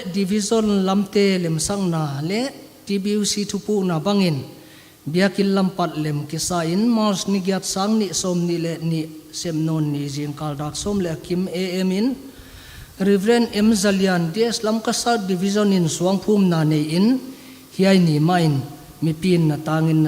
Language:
Paite Chin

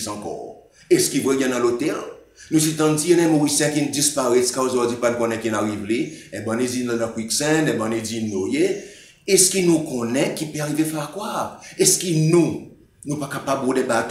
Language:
Seselwa Creole French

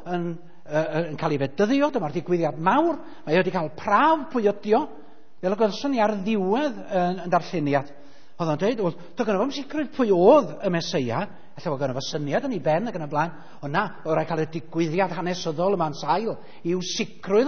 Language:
Welsh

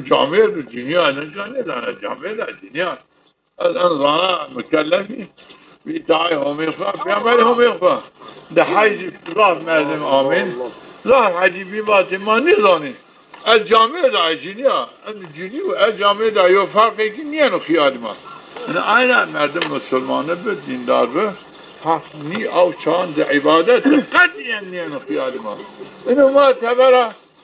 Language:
Zaza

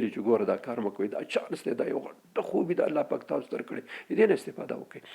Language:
Pashto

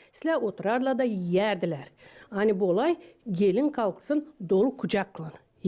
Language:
Gagauz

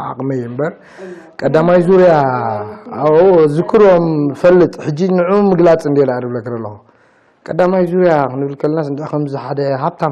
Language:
Tigrinya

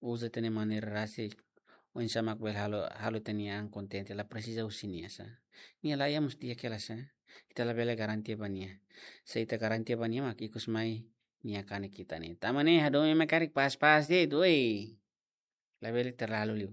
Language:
Tetum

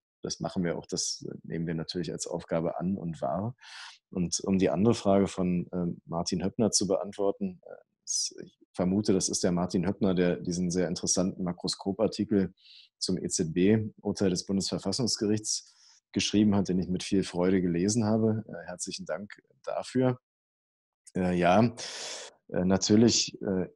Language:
German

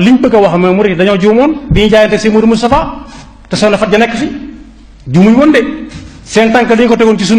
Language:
Wolof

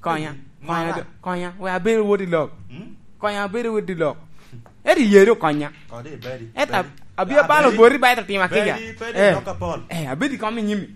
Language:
Lango (Uganda)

